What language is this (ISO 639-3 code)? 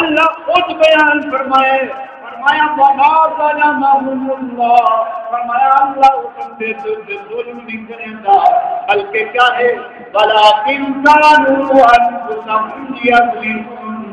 skr